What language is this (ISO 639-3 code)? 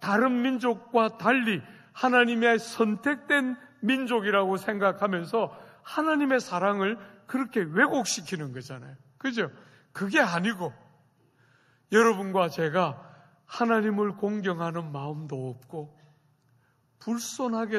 kor